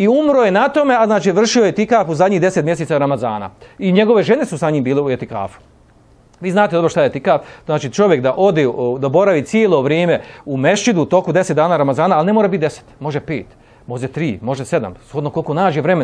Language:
Bosnian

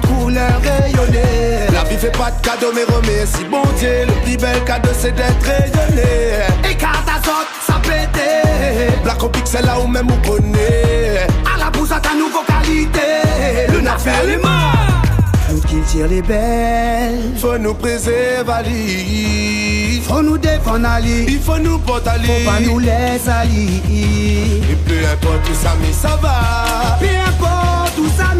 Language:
Réunion Creole French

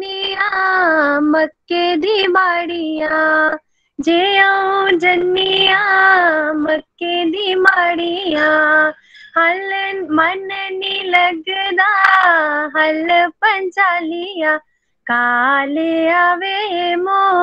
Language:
Dogri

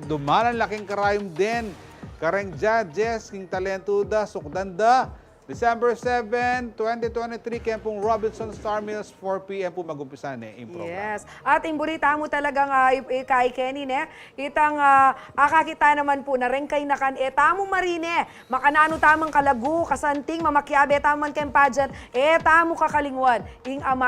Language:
Pampanga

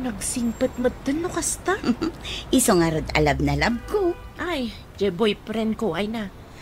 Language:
Iloko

